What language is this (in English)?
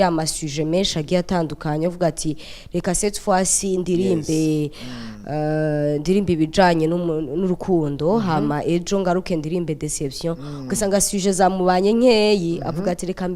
Rundi